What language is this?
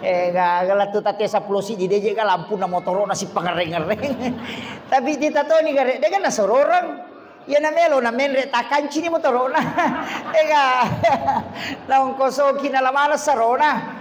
Buginese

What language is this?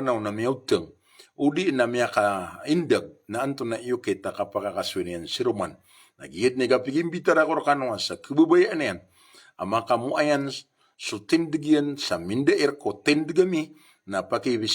Maranao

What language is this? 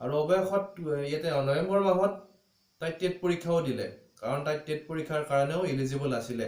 Assamese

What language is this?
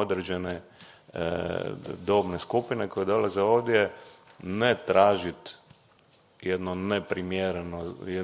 Croatian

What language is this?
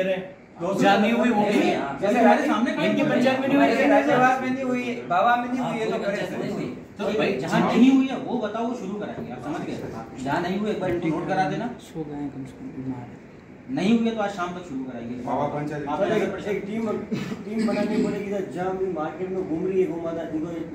Hindi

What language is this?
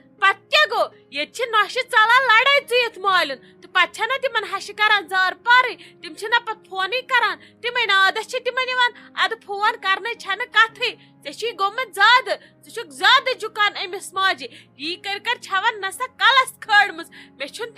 Kashmiri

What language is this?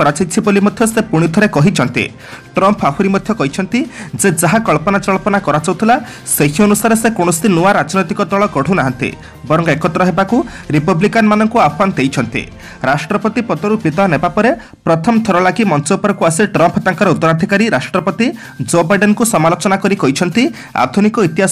Odia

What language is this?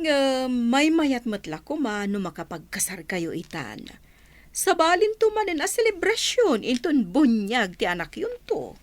Iloko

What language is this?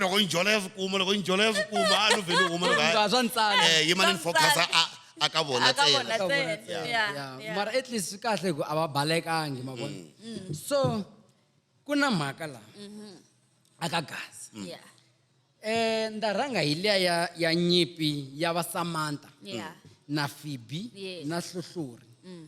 Tsonga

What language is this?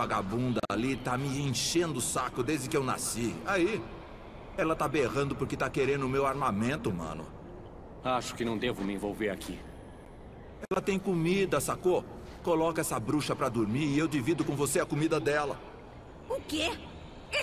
Portuguese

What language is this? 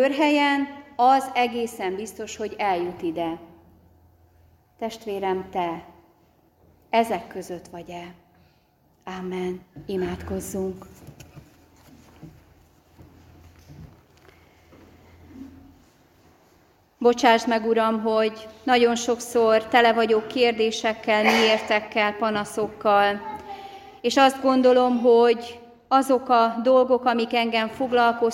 Hungarian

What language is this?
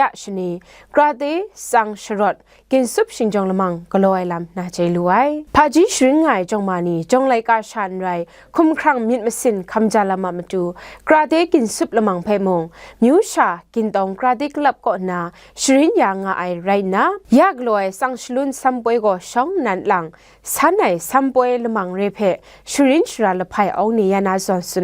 Kachin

